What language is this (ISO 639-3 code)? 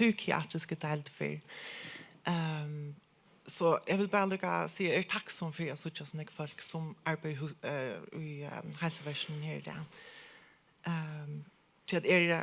fao